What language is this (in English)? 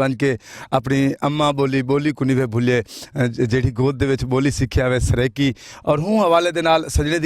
Saraiki